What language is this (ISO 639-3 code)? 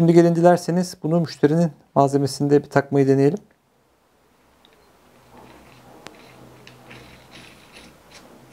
tur